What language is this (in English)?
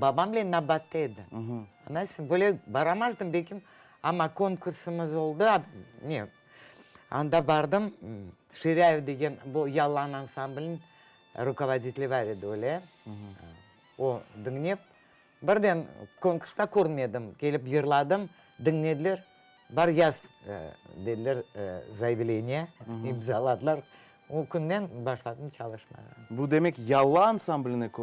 Crimean Tatar